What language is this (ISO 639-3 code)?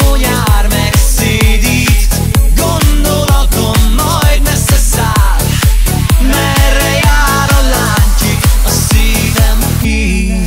hun